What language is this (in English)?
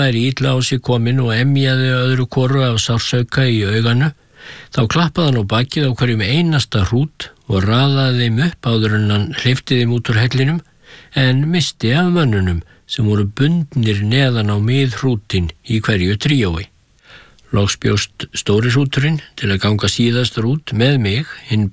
Icelandic